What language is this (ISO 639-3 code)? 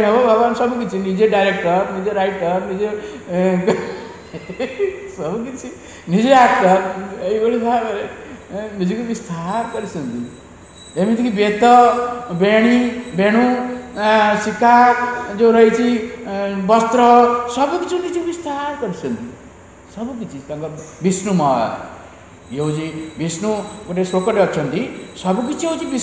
ori